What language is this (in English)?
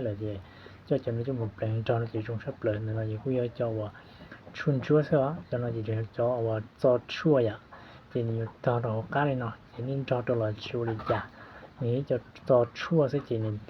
Hmong